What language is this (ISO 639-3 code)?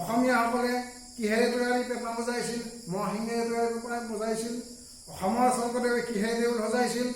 asm